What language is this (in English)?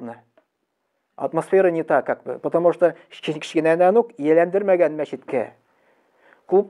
Tatar